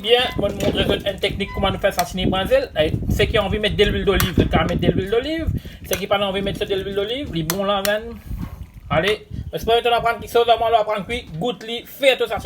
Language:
Morisyen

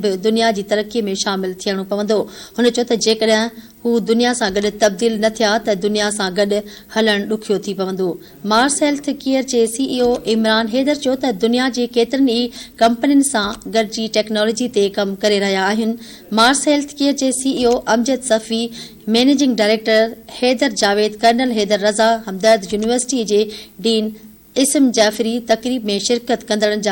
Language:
Sindhi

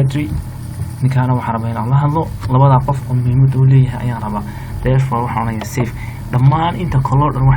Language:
Somali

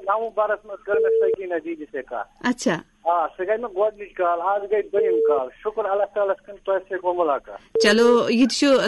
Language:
Kashmiri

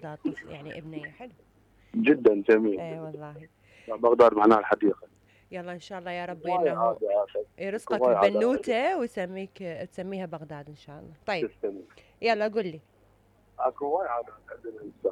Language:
Mesopotamian Arabic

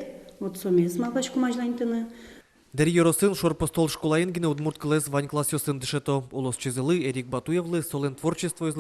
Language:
Udmurt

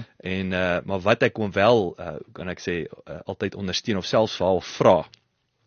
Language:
Afrikaans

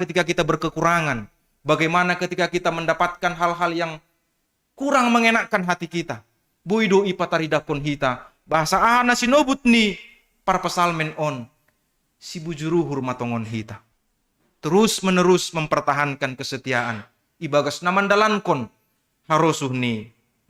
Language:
Batak Simalungun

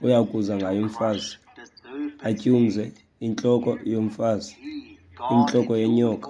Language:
Xhosa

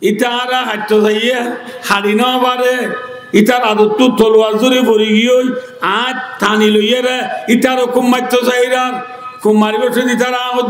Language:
Rohingya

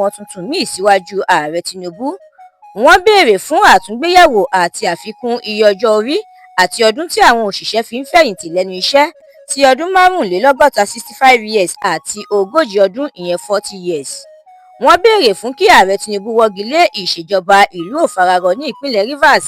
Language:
Yoruba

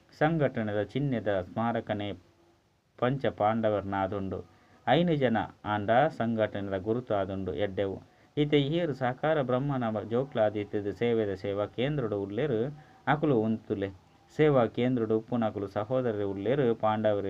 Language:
Tulu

